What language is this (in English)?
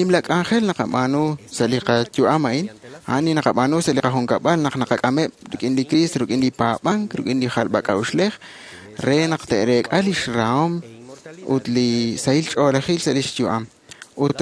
Kekchí